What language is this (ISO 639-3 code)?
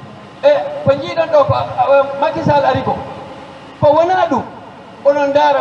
ful